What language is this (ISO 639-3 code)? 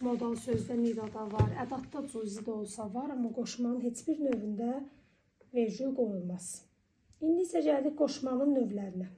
aze